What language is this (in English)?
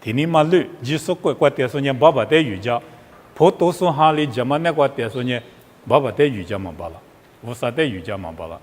Lisu